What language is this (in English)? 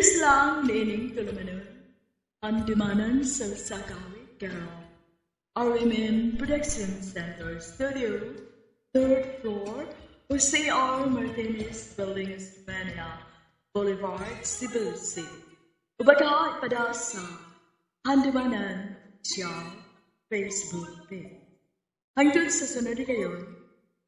Cebuano